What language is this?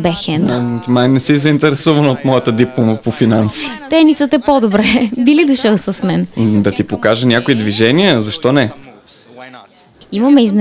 Bulgarian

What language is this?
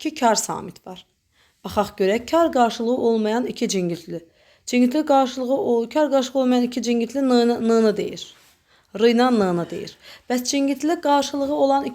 Azerbaijani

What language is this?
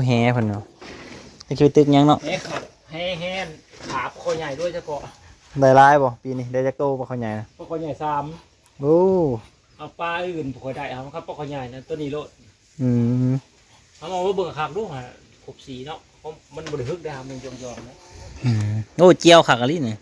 Northeastern Thai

